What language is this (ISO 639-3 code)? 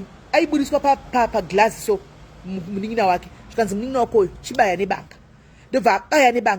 sna